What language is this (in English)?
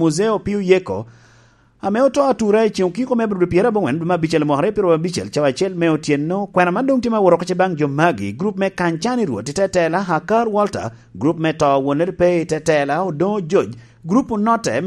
Lango (Uganda)